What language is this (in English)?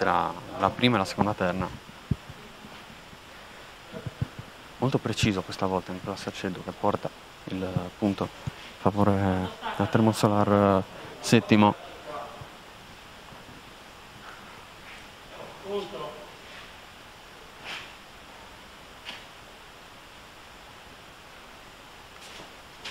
Italian